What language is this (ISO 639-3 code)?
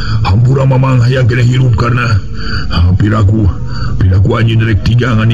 sun